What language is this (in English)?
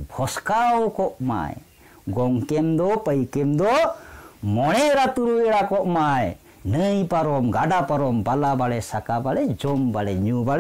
Santali